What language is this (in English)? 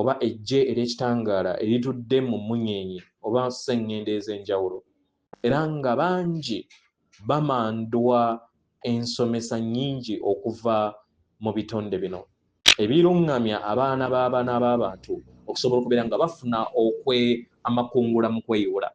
Ganda